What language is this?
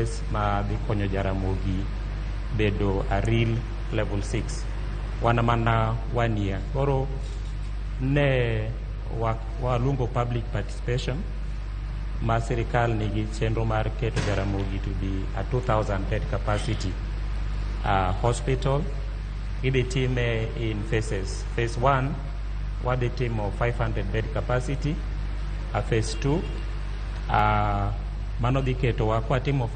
Luo (Kenya and Tanzania)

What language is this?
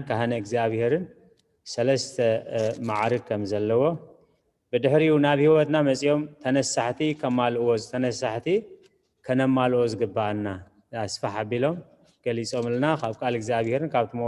Tigrinya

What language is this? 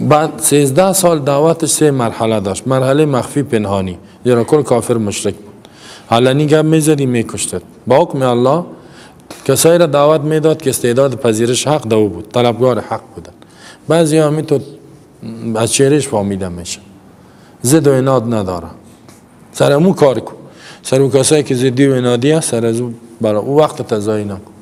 Persian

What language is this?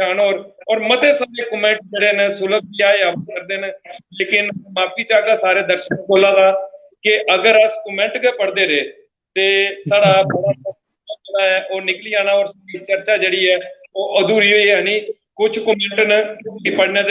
Dogri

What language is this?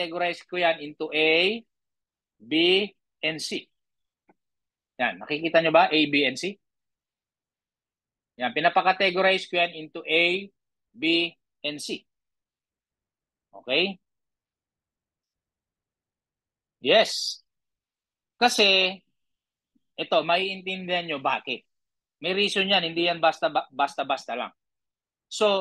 Filipino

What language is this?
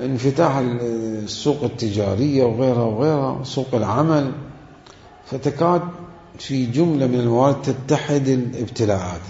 Mesopotamian Arabic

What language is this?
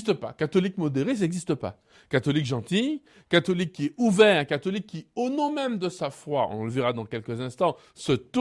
French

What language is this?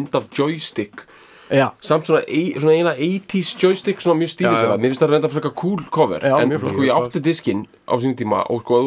Icelandic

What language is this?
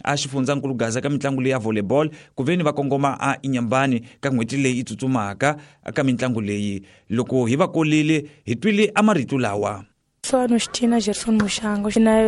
Tsonga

